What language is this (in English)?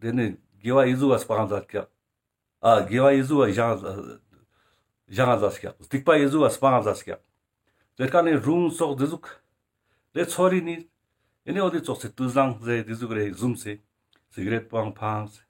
Ladakhi